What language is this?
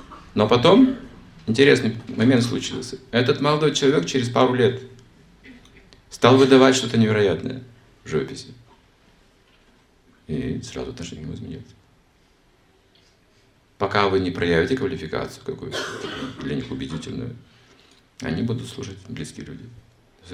Russian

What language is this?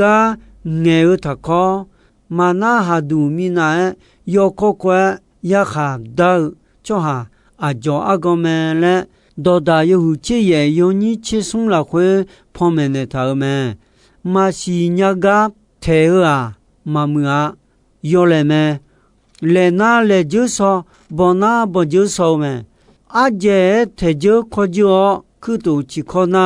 Akha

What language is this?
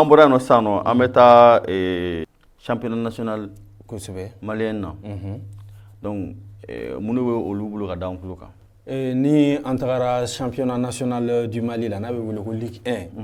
Bambara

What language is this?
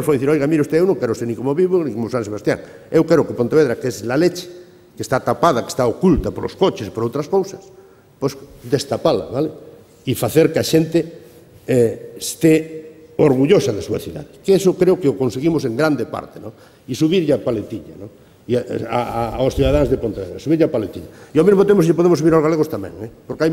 Galician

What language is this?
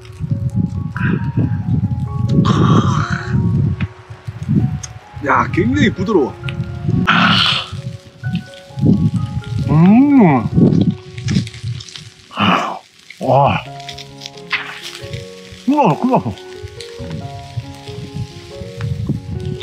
Korean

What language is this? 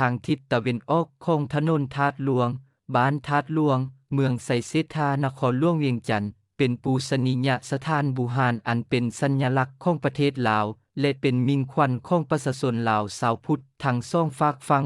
Lao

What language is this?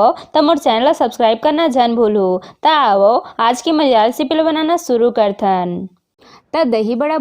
Chhattisgarhi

